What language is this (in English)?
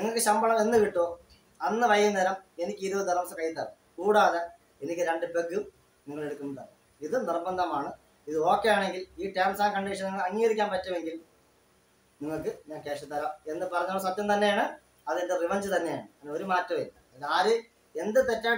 Malayalam